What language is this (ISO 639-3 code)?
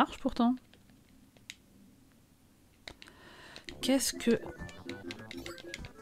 fra